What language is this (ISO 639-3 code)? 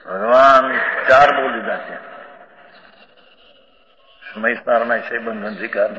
guj